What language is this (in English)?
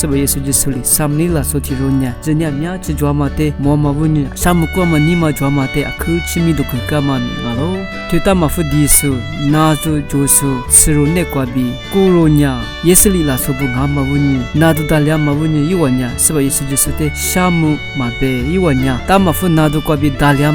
Lisu